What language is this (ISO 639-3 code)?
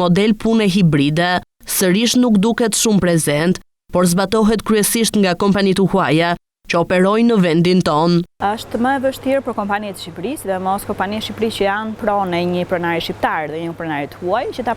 sqi